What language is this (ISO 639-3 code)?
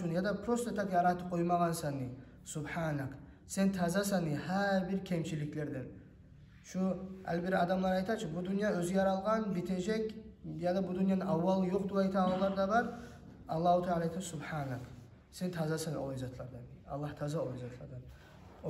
kum